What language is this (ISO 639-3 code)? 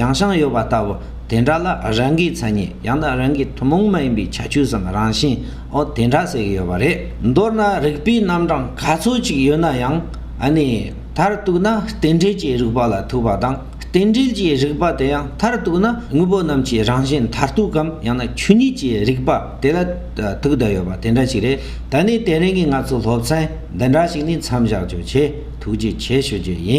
bod